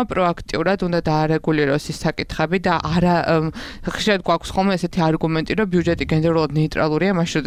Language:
Georgian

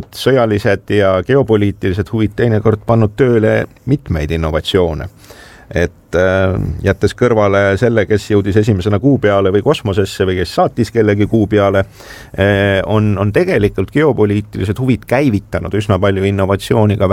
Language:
Estonian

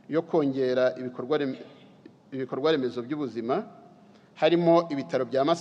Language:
Kinyarwanda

